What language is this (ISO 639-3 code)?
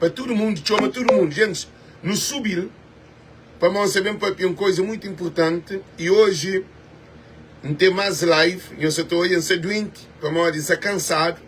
kea